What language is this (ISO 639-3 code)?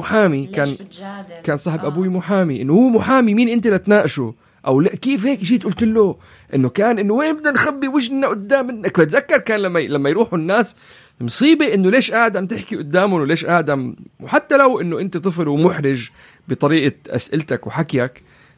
apc